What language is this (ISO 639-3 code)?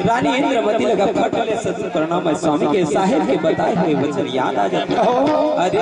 hne